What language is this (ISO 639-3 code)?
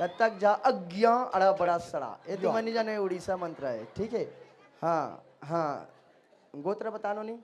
hne